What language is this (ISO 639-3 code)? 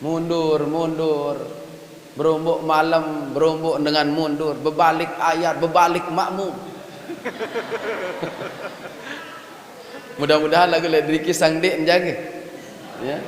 sas